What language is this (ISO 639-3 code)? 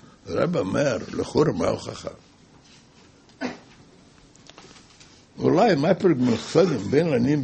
heb